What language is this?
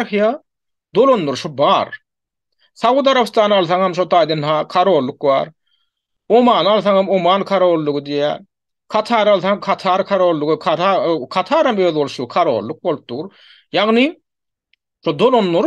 Turkmen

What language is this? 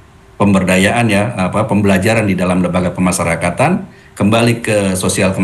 Indonesian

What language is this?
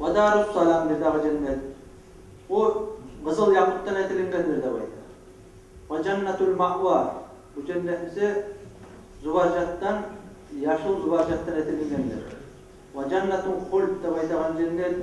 Kumyk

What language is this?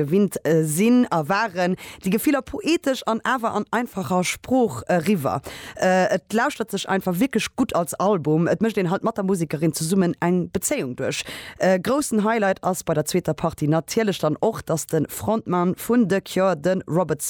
Luxembourgish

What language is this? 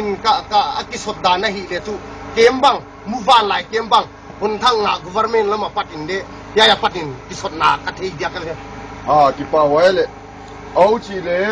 Tedim Chin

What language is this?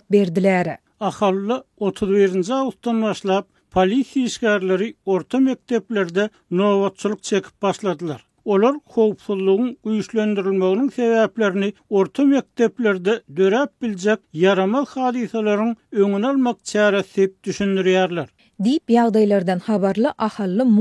Turkmen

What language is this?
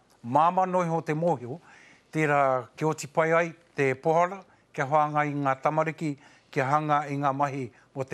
Māori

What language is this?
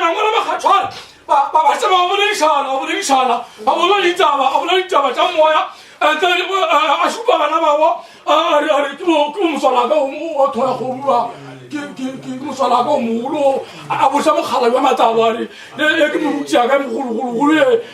Northern Sotho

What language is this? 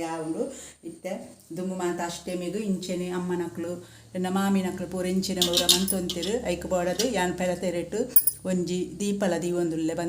Tulu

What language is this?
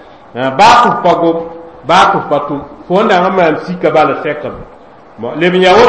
Mossi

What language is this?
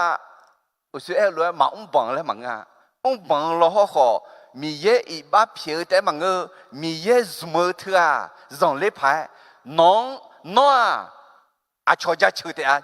Akha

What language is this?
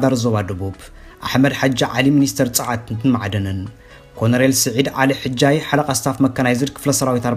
Tigrinya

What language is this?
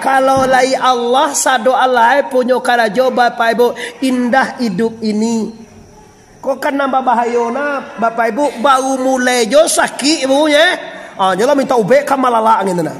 Minangkabau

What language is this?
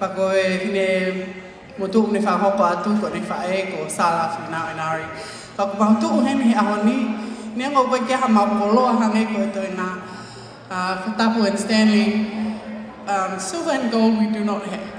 Tongan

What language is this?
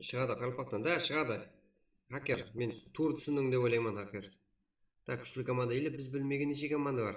Kara-Kalpak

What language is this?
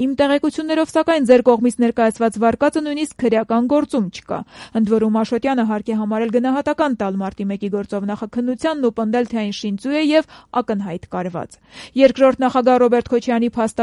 Armenian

